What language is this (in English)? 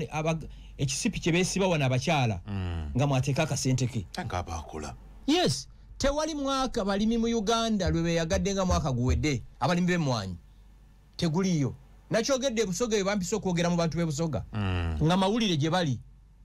Ganda